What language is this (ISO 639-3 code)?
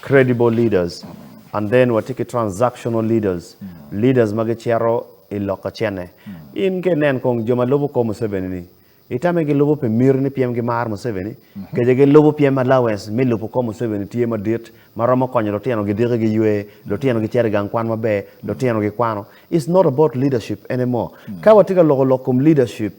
ach